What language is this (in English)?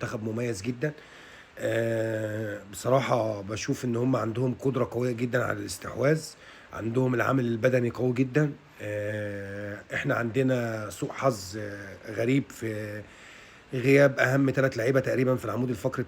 Egyptian Arabic